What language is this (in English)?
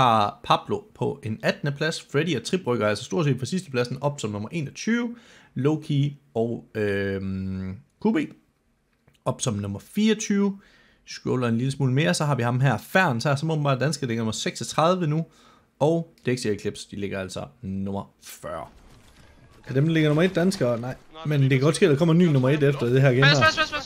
Danish